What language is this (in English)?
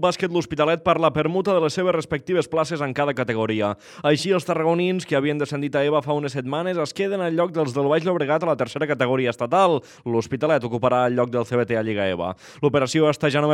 Catalan